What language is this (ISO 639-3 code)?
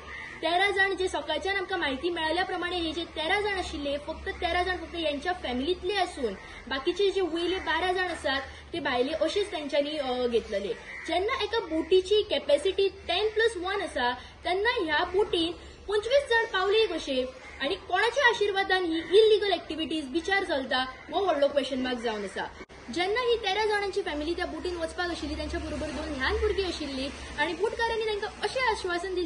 kok